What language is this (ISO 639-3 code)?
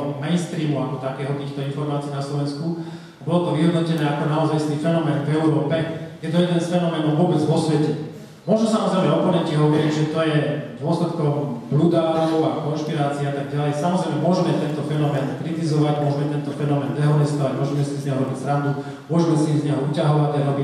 slk